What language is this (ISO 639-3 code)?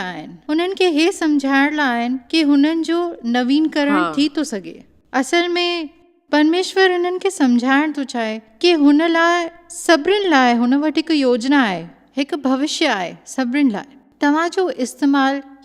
snd